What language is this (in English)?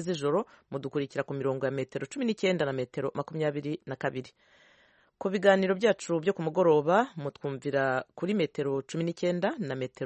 Kinyarwanda